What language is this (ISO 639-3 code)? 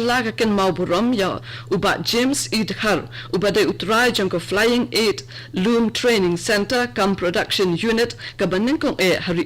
kha